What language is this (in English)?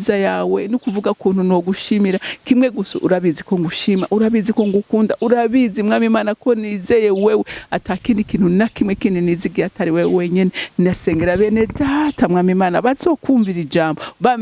Rundi